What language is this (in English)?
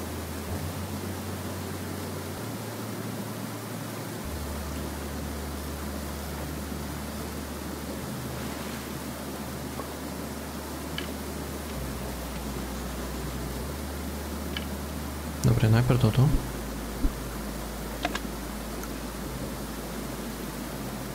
Slovak